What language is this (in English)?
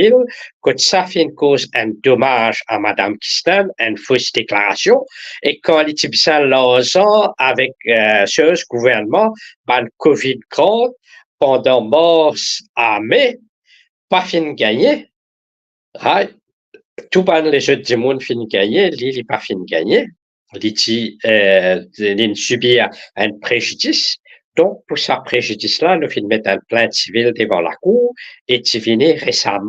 Morisyen